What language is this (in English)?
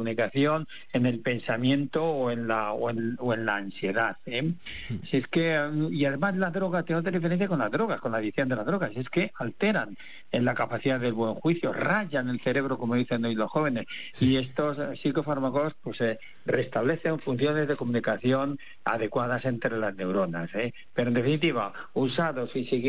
Spanish